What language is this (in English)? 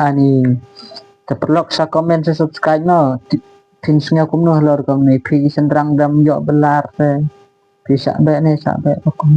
Khasi